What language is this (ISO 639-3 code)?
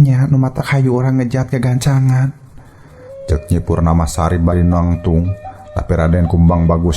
sun